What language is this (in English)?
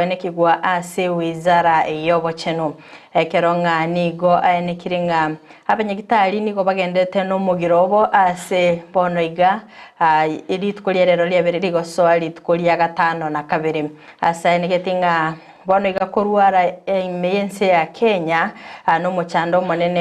Gusii